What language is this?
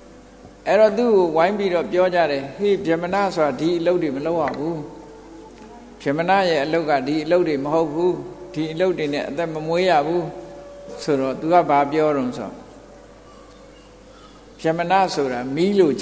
Burmese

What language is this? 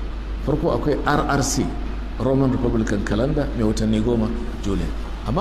Hausa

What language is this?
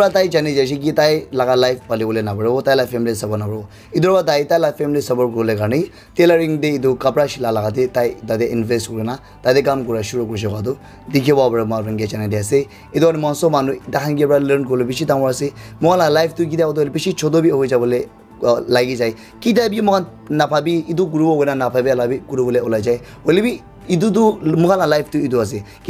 Naga Pidgin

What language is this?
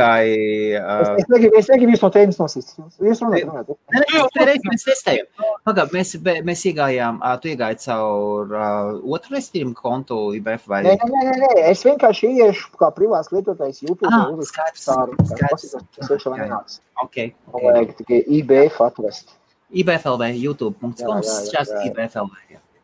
Latvian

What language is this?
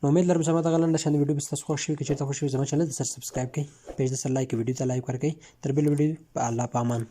Pashto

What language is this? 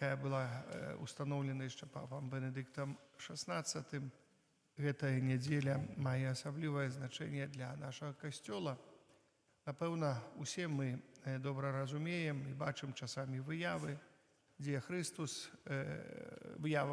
Belarusian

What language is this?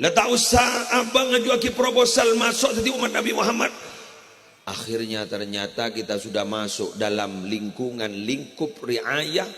Madurese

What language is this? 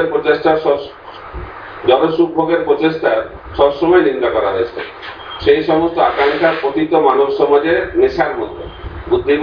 Bangla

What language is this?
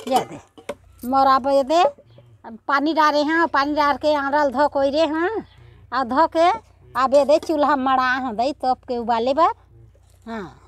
Chhattisgarhi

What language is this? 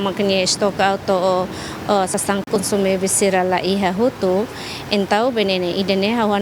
Tetum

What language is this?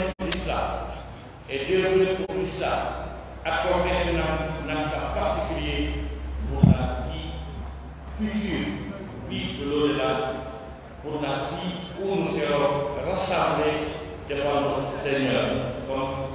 Pular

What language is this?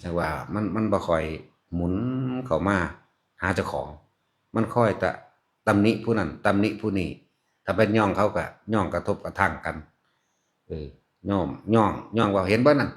Northeastern Thai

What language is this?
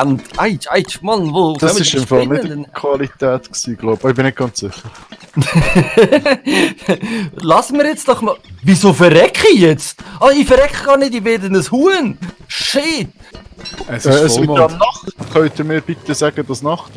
Swiss German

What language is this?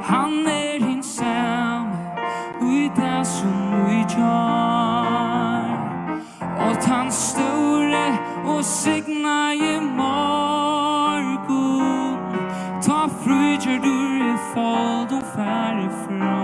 Faroese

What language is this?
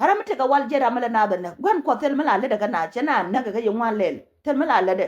Nuer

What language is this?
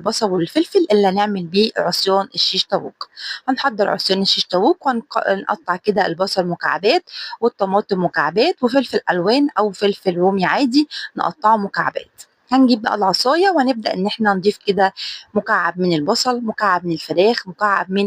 Egyptian Arabic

